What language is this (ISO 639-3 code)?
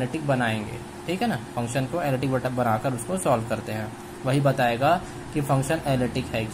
hin